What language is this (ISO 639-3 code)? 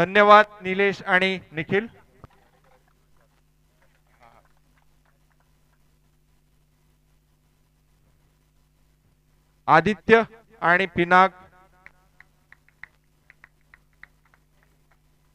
mar